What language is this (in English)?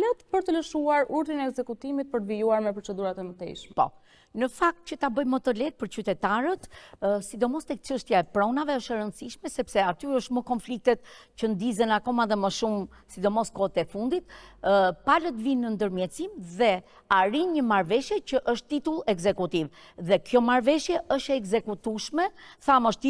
Albanian